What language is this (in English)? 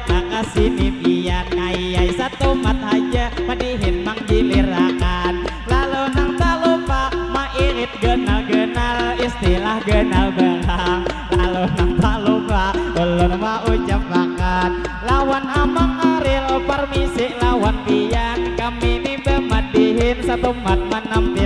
Banjar